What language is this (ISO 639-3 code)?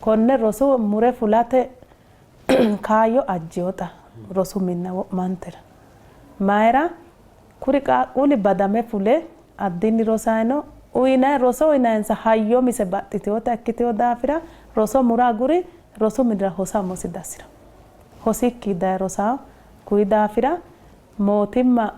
sid